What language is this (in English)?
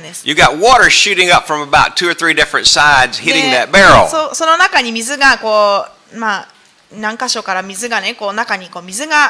Japanese